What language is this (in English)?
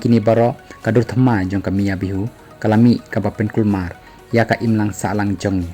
Khasi